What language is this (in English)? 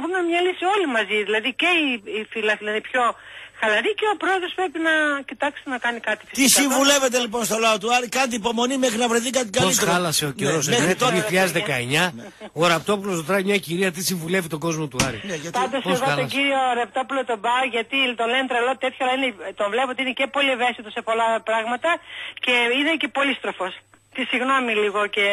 Greek